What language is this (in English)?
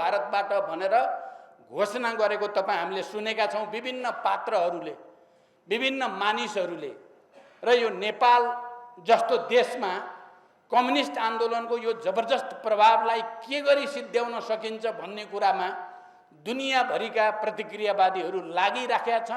Nepali